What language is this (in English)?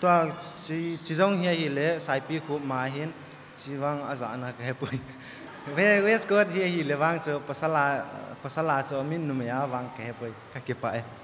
Thado Chin